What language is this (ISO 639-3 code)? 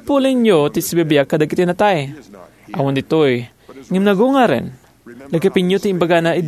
ilo